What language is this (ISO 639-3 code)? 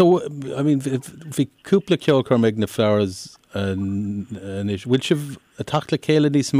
gle